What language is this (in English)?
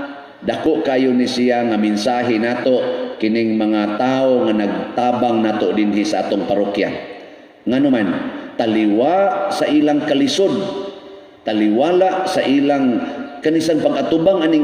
Cebuano